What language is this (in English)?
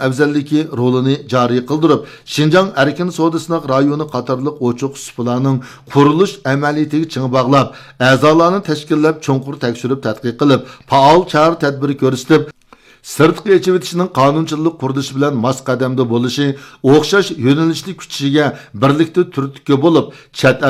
Uyghur